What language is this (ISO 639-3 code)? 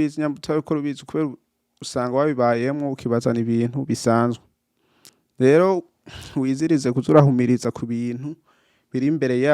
run